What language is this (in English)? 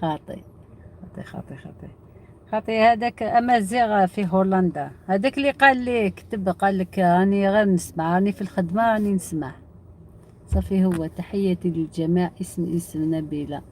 Algerian Arabic